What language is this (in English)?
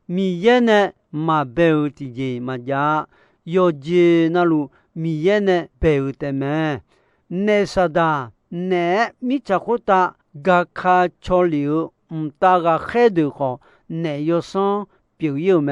Akha